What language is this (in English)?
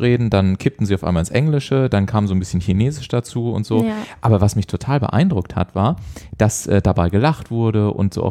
German